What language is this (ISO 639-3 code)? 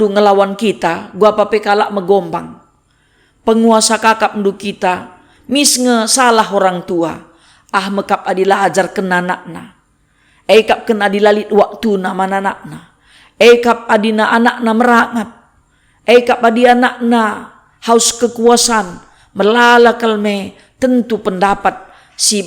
btx